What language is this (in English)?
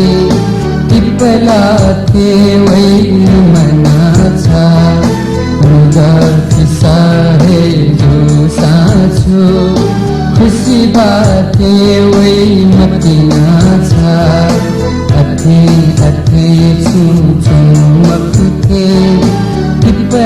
Newari